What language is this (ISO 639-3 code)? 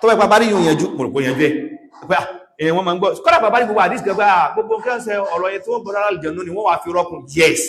yor